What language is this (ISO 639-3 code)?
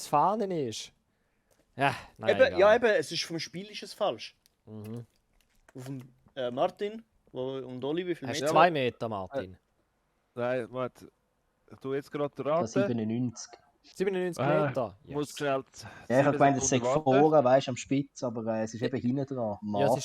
gsw